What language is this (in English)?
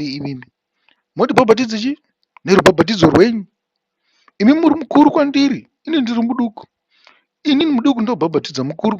Shona